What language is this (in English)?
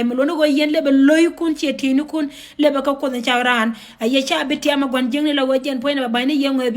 Nuer